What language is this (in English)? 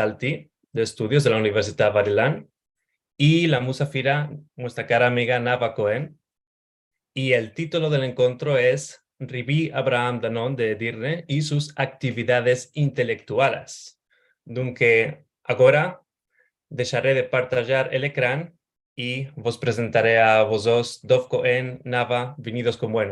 Ladino